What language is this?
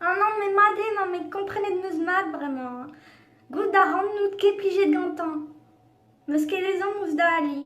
Breton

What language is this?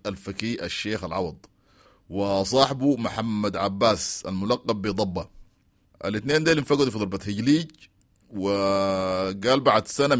Sudanese Arabic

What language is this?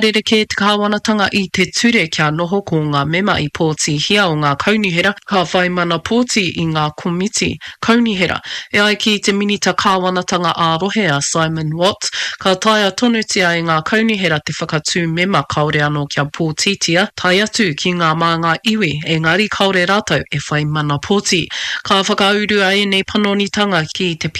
Māori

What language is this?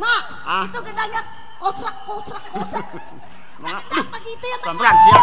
Betawi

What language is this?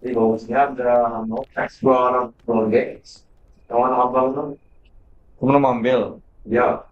Banjar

